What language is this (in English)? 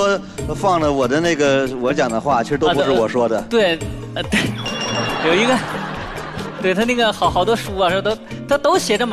Chinese